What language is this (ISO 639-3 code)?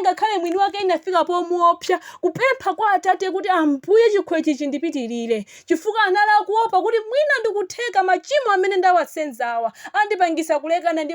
nya